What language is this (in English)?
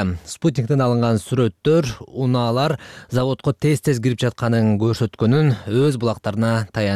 Kyrgyz